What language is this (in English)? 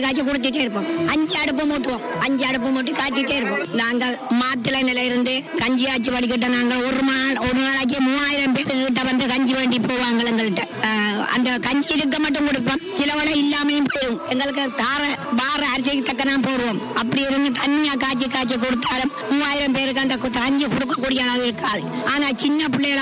Tamil